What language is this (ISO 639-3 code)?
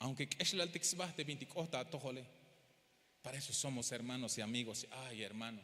tzh